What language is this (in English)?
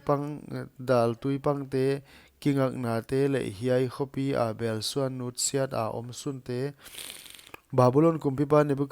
Paite Chin